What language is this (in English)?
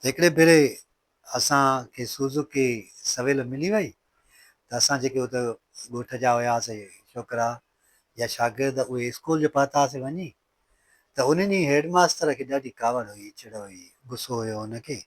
Sindhi